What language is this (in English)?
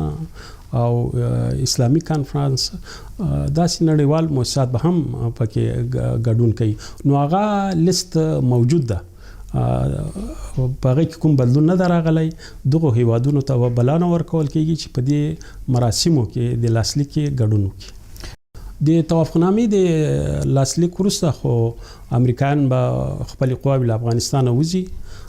Pashto